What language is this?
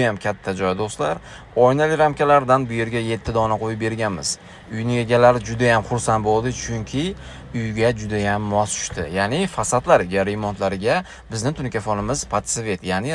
Uzbek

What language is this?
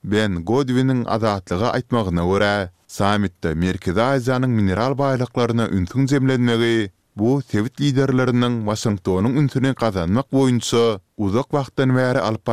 Turkmen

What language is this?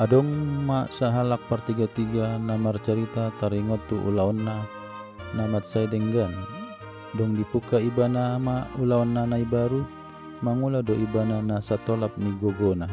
Batak Toba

